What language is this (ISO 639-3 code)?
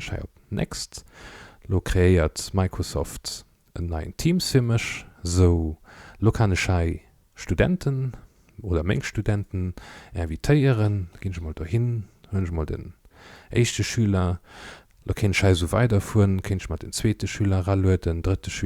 ltz